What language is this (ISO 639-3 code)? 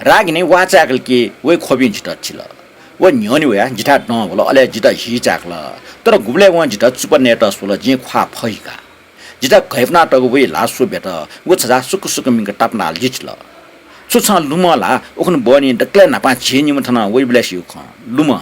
new